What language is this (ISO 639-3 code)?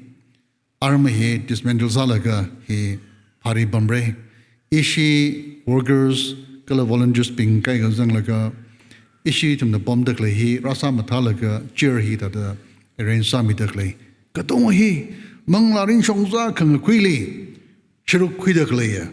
nmf